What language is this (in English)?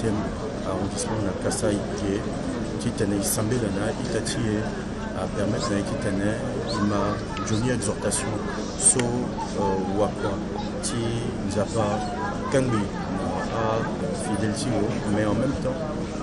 Sango